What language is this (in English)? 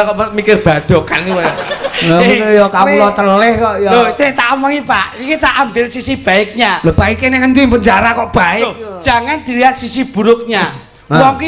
Javanese